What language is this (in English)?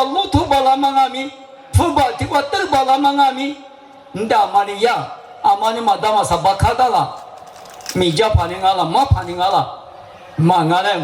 Lisu